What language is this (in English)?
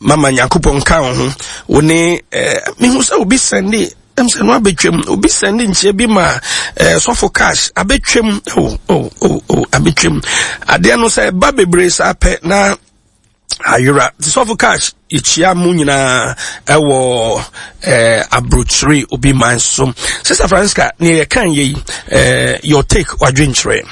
Akan